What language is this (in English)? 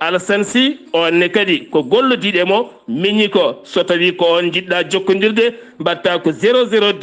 Fula